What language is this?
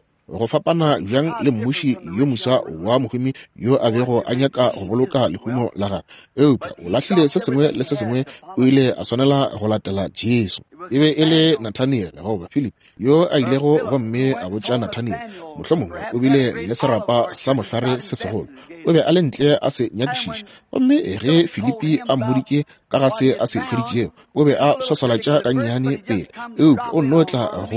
Northern Sotho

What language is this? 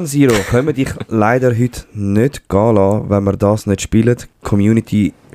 Swiss German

